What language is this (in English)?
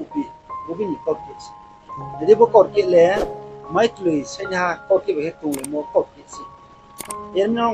Riang (India)